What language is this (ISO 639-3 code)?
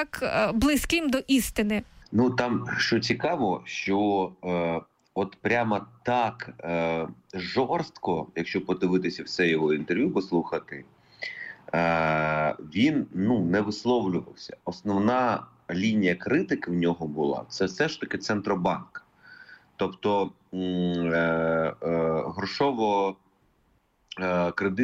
ukr